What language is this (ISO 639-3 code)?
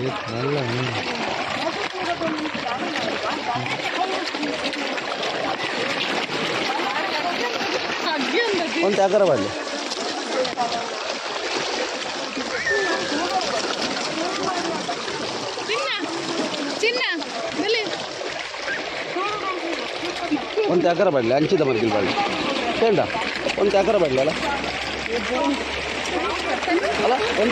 tcy